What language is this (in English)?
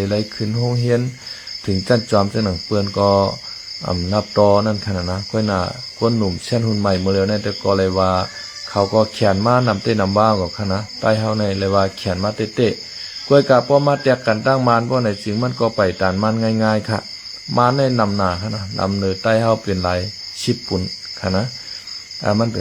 Shan